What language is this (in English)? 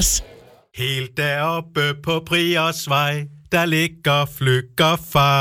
Danish